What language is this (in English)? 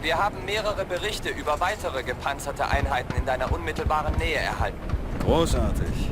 Bavarian